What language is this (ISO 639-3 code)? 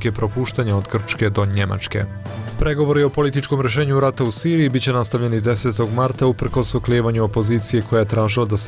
bos